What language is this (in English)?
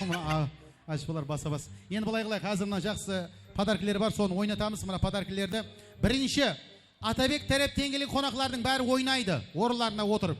Kara-Kalpak